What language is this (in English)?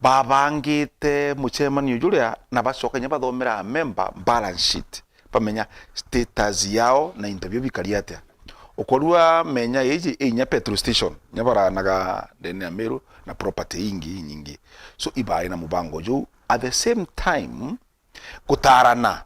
Meru